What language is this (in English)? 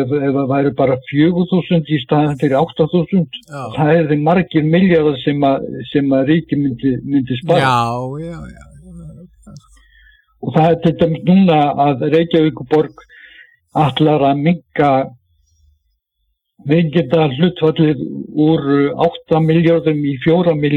Icelandic